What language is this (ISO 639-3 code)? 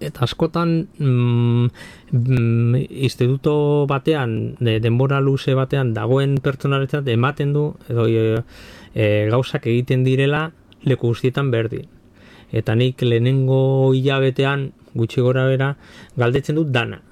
eus